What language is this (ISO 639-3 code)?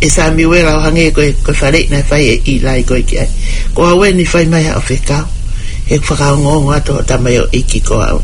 ton